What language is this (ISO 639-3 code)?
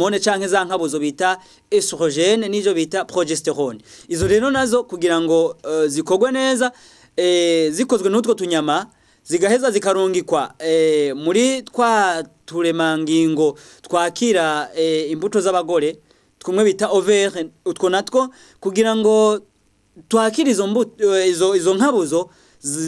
run